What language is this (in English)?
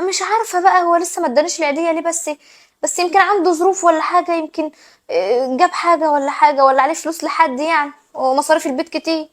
Egyptian Arabic